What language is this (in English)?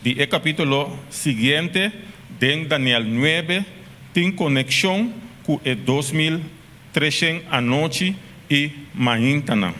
Papiamento